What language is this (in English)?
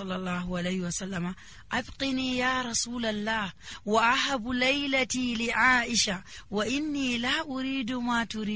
Nigerian Fulfulde